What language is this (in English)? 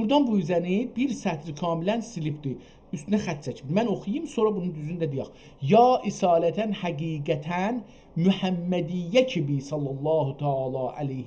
South Azerbaijani